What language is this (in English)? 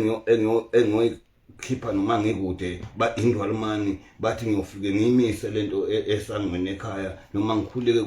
Zulu